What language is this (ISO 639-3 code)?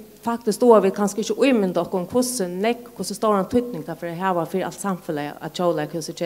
fao